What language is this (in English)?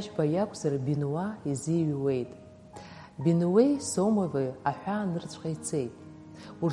Abkhazian